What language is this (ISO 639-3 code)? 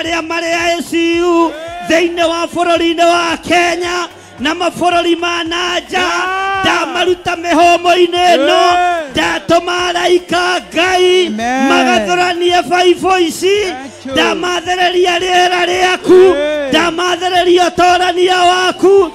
kik